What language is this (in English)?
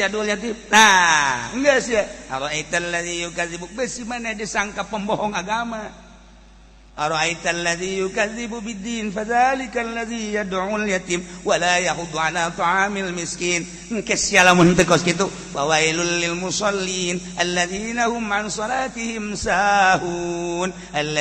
Sundanese